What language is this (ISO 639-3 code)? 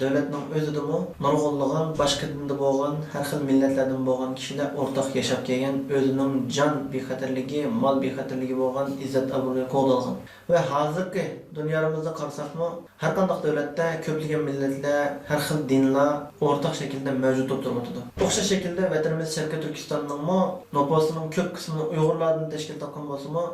uig